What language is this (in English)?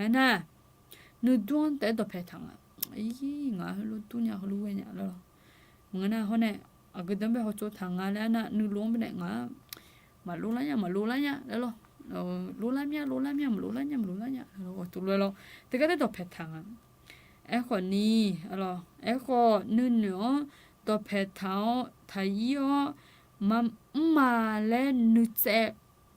Akha